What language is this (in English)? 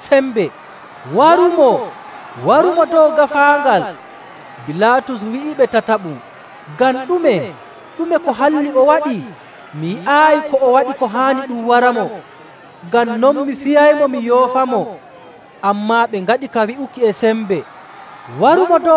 Nigerian Fulfulde